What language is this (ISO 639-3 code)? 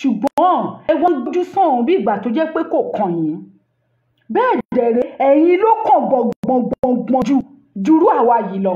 yor